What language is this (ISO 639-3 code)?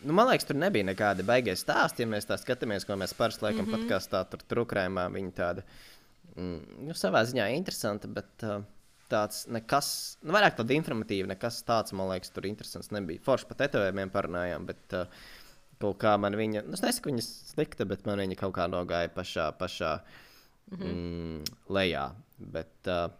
lav